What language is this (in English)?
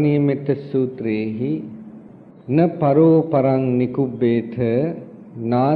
Sinhala